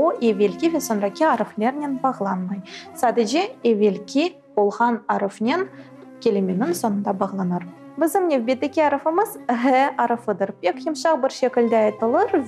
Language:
Crimean Tatar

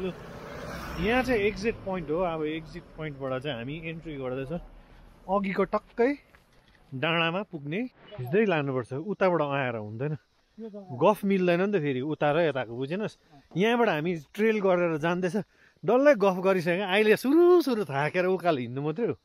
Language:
Nepali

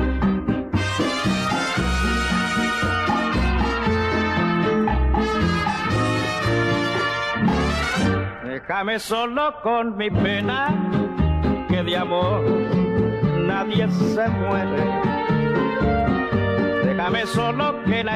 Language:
Spanish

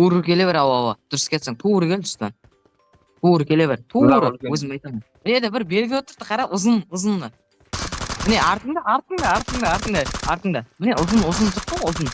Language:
Kara-Kalpak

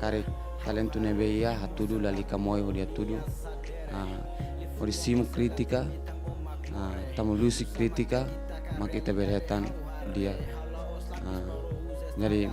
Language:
Tetum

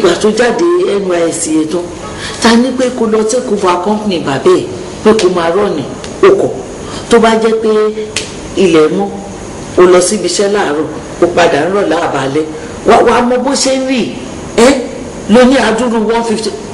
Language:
Yoruba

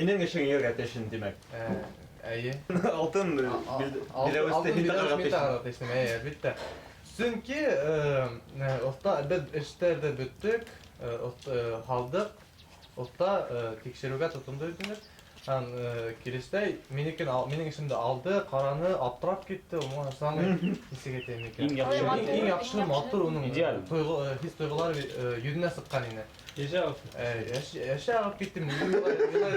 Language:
Bashkir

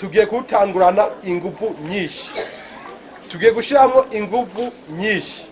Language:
Rundi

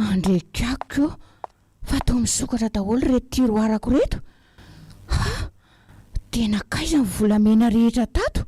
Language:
Malagasy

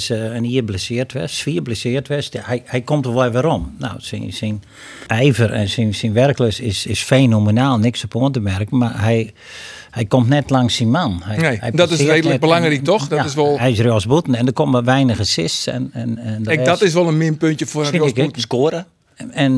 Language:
Western Frisian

